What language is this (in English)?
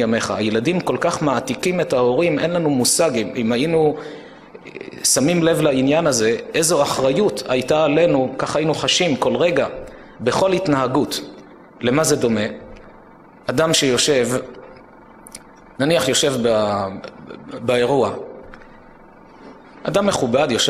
Hebrew